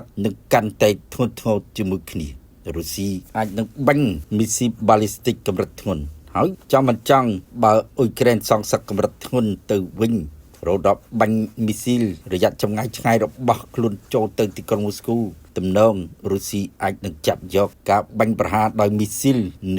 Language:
Khmer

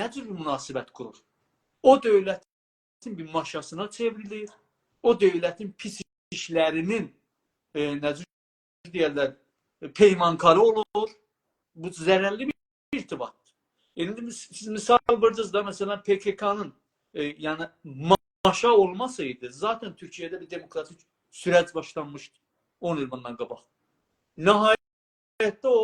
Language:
South Azerbaijani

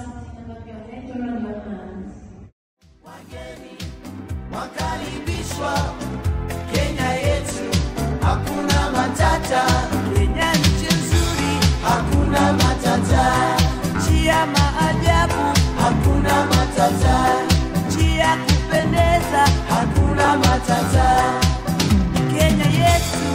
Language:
Swahili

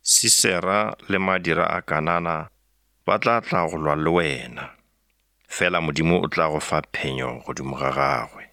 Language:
Northern Sotho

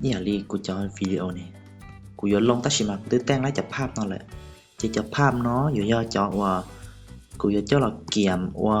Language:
Hmong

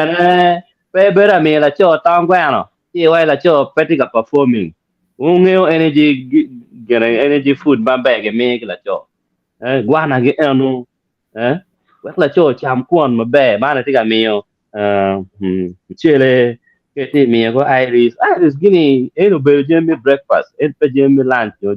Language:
Acoli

